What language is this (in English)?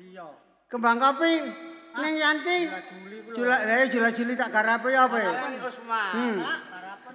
Javanese